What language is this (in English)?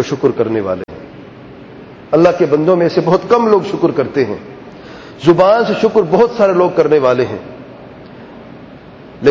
Urdu